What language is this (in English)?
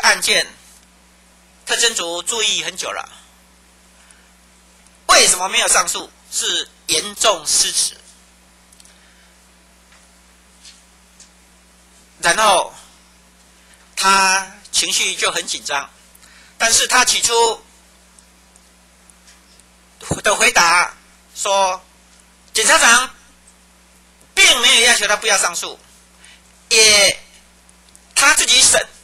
Chinese